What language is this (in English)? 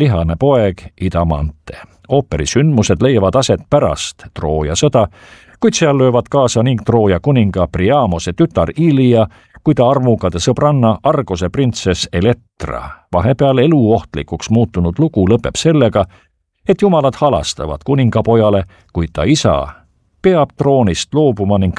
Estonian